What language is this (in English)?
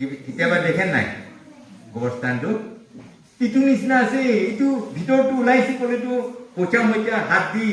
Naga Pidgin